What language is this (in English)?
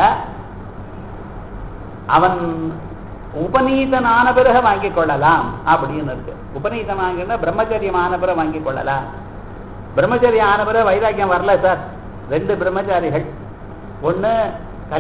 Tamil